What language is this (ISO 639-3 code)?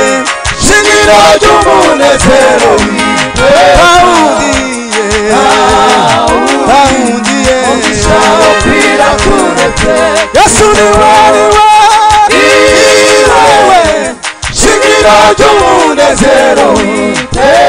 kin